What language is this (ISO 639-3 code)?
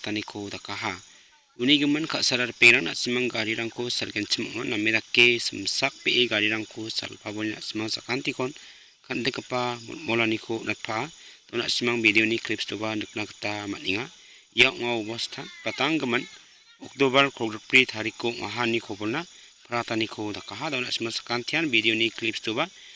grt